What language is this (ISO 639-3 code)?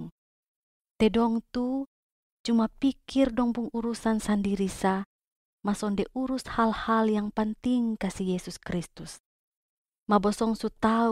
mkn